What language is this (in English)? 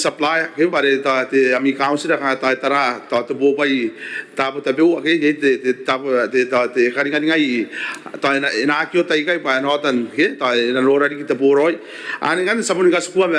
Gilbertese